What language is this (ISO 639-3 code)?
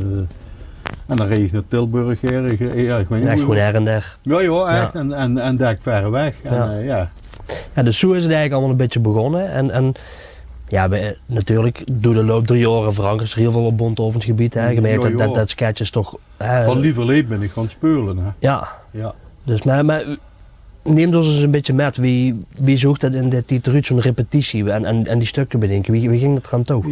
lim